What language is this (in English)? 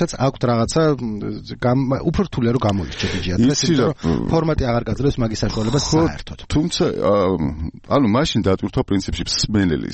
Georgian